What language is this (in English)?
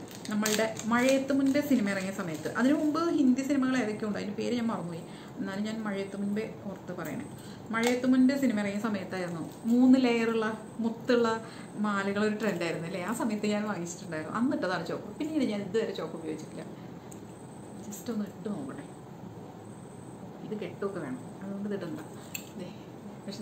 Malayalam